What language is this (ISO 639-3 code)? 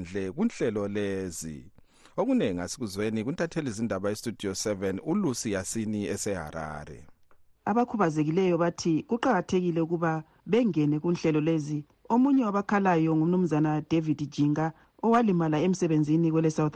nde